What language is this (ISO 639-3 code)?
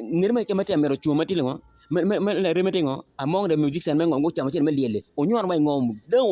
ach